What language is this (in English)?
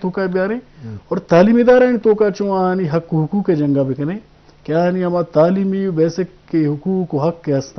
Eastern Balochi